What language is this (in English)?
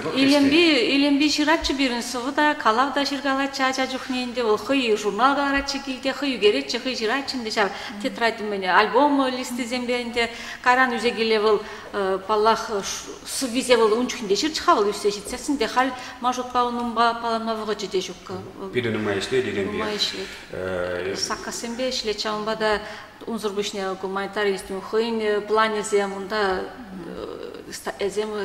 Chuvash